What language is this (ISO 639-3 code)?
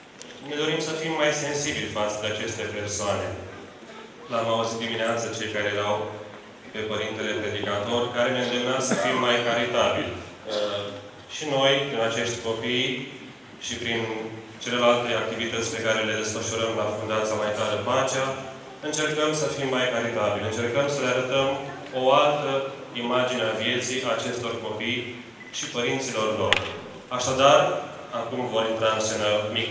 ron